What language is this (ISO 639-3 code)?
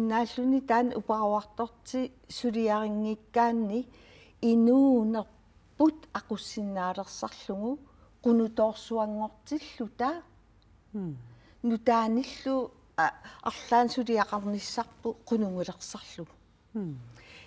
kal